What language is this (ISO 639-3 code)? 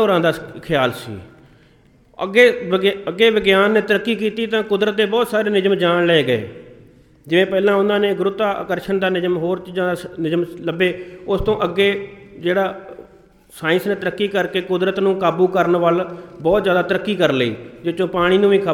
pan